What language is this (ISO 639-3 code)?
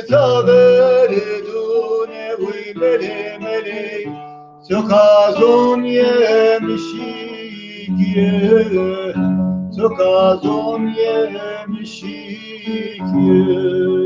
zza